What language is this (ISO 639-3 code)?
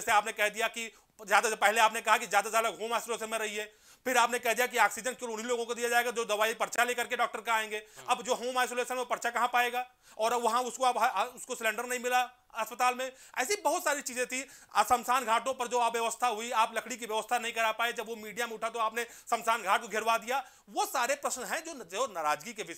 hin